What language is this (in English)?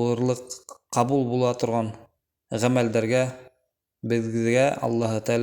Bashkir